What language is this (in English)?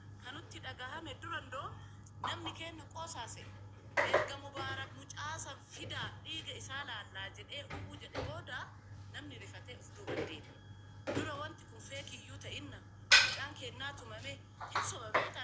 Oromo